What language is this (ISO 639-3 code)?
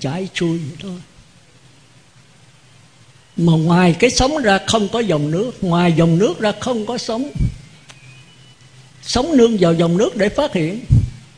vie